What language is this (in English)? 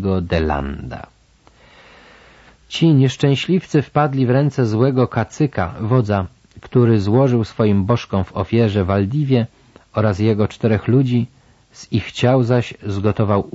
Polish